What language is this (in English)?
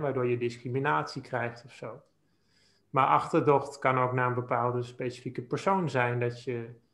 Dutch